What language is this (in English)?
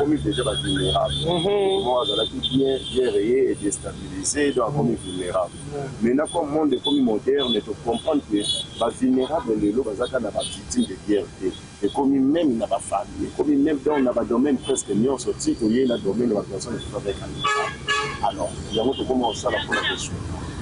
Lingala